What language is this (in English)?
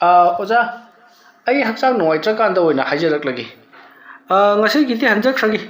Manipuri